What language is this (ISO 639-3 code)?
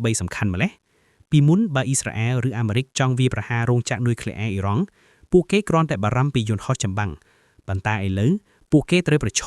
khm